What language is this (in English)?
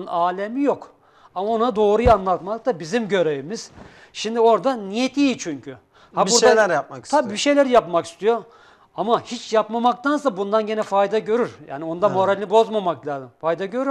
Turkish